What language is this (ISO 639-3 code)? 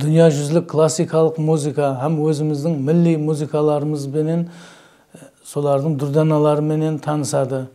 kaa